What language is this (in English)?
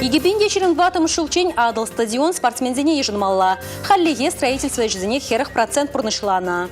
Chuvash